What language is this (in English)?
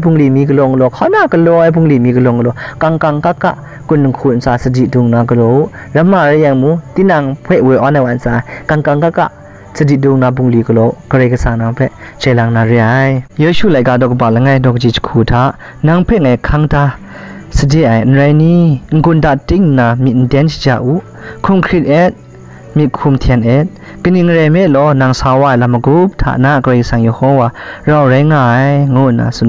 Kachin